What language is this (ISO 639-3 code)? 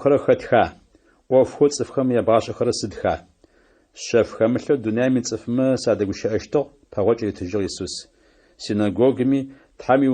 ady